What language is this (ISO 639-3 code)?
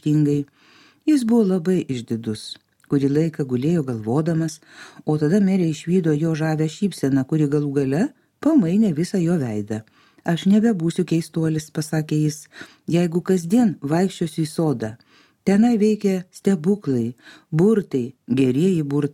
lit